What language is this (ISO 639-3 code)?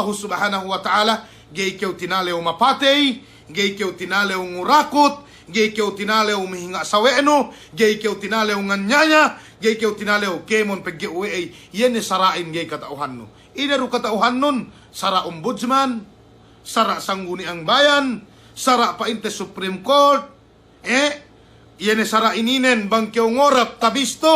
yka